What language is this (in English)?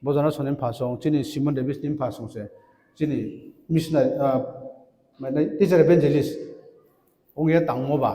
Riang (India)